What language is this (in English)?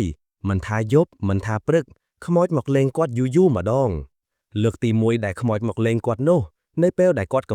Khmer